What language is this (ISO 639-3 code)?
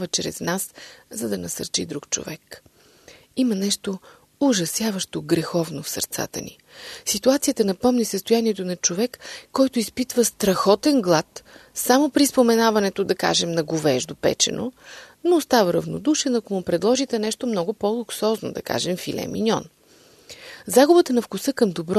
bul